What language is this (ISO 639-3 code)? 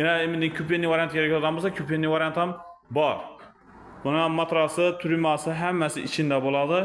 uzb